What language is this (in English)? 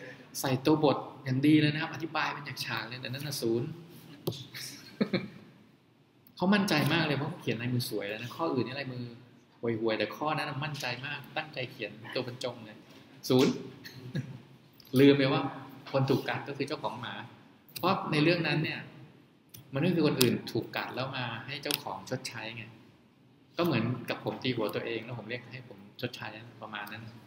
Thai